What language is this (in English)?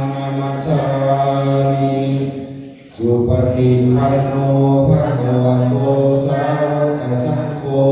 Pali